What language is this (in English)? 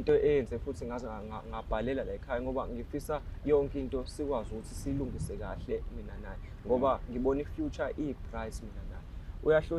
Zulu